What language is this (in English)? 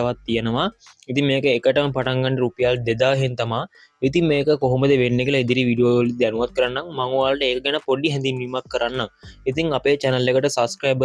Sinhala